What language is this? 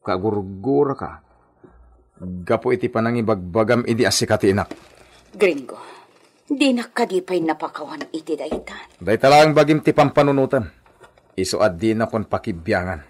Iloko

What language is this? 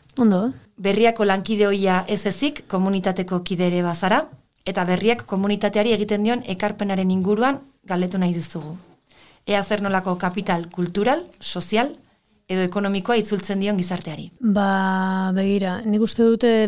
Basque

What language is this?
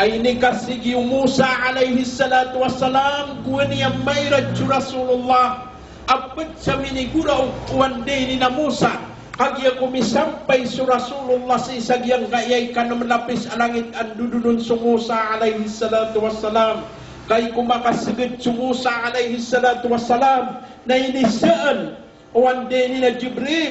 Maranao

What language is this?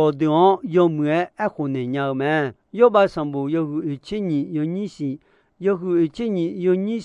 Akha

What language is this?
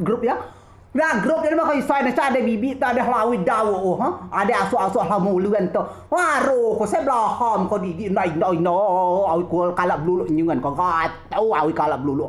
Rejang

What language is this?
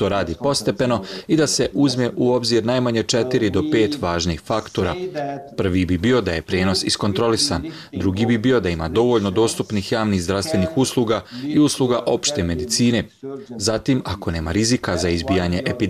Bosnian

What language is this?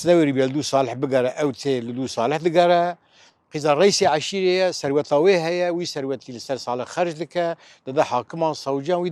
Kurdish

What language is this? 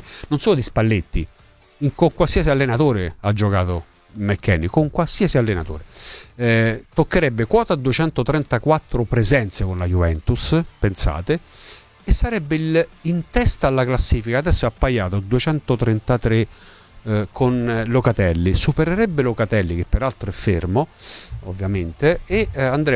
Italian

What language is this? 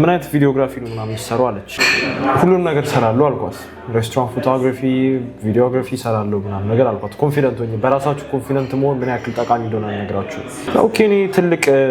Amharic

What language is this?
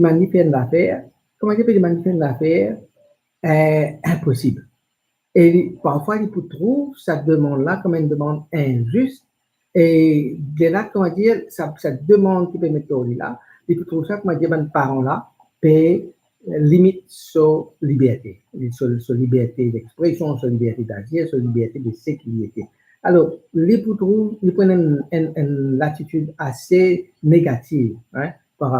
Morisyen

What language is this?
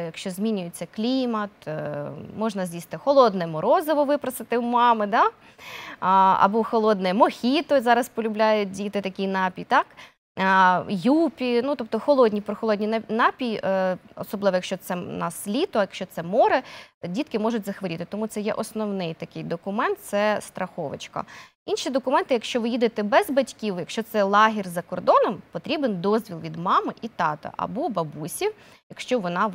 Ukrainian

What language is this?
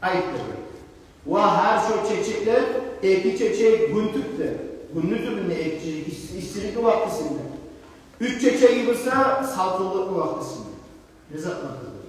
Kumyk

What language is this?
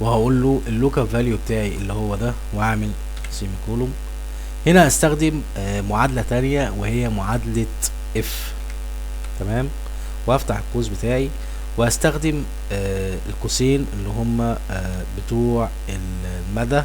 Egyptian Arabic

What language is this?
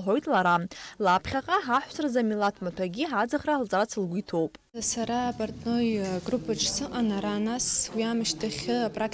Abkhazian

